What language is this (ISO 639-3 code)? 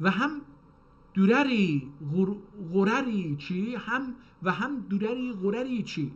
azb